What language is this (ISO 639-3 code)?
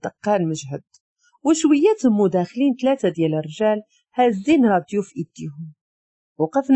ary